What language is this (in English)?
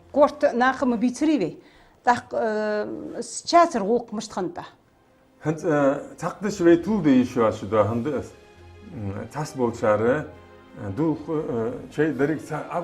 Ingush